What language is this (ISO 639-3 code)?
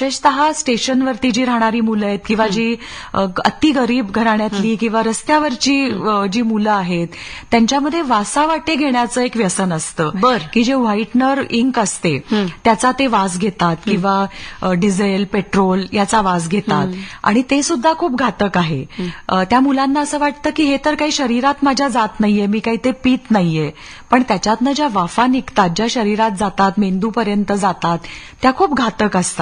mar